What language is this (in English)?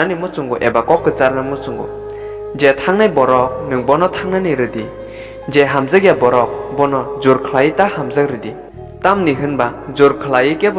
Kok Borok